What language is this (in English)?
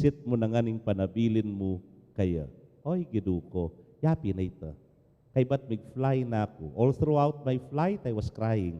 Pampanga